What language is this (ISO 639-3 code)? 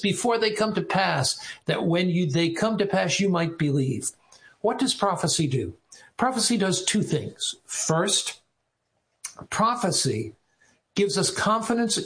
eng